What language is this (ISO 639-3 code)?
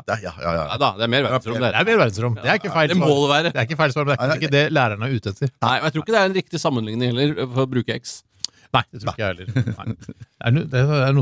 nor